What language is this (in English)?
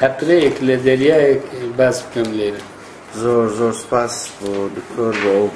Central Kurdish